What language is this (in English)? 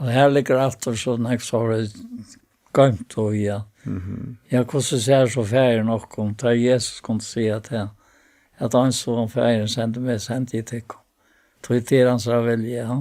Faroese